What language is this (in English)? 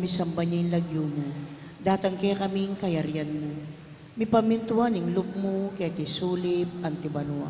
Pampanga